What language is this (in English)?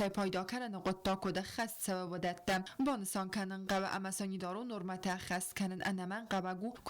Ossetic